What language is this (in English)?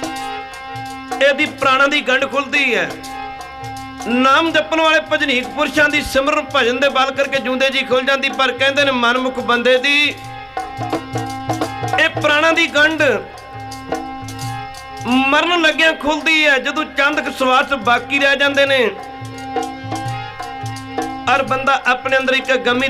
Punjabi